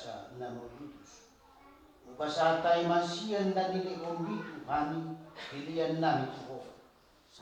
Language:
Batak Toba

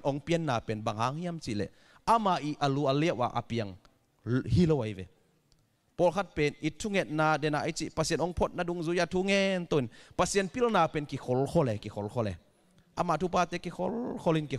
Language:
Tedim Chin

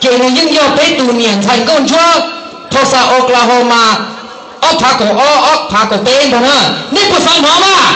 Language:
Hmong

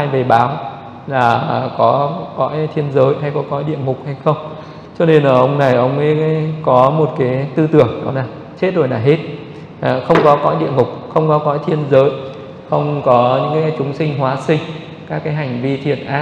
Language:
Vietnamese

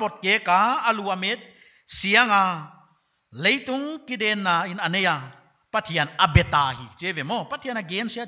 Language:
Paite Chin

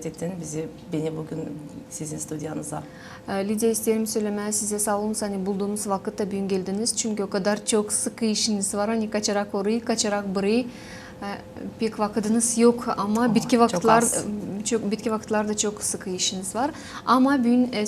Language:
Gagauz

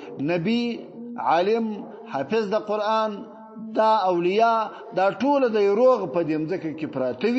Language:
Pashto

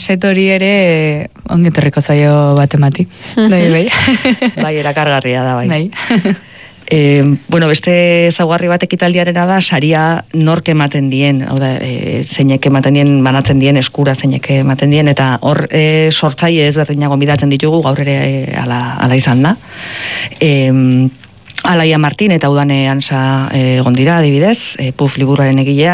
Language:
Basque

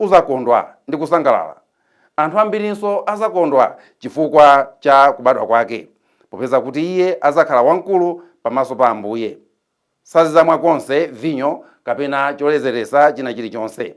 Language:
Nyanja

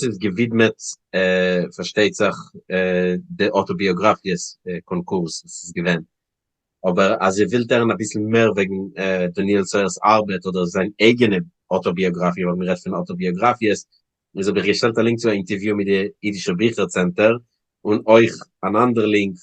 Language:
Yiddish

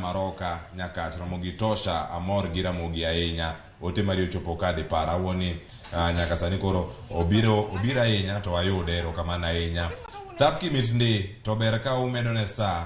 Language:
Luo (Kenya and Tanzania)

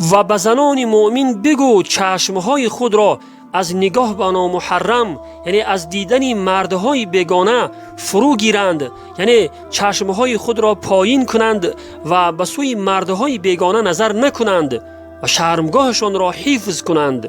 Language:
Tajik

